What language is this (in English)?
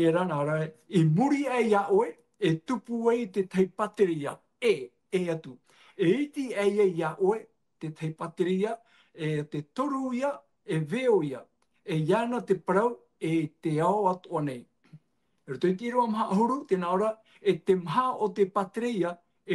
Tahitian